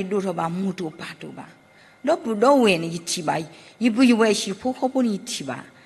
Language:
S'gaw Karen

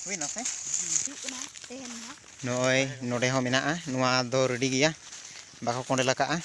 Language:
Santali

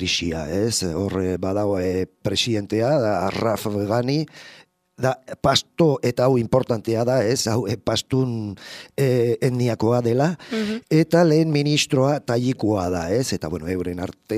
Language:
Basque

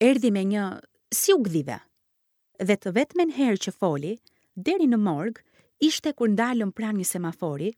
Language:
Albanian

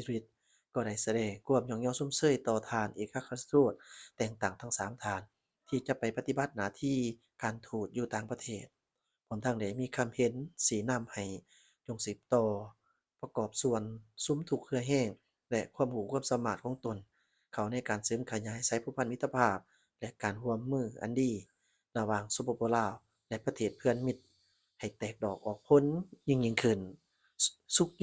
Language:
Lao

